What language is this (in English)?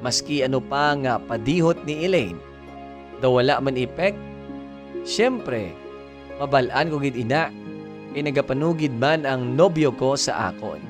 Hiligaynon